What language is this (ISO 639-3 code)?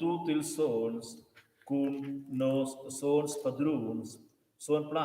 roh